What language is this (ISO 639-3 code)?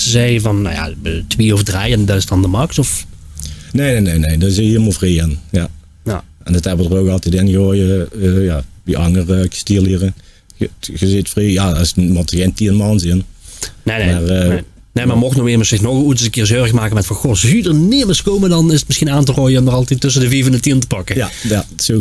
lim